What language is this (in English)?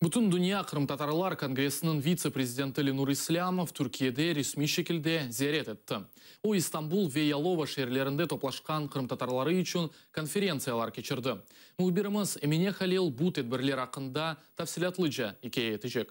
Crimean Tatar